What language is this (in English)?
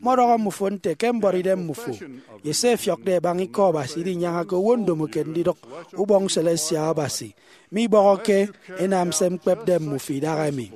Efik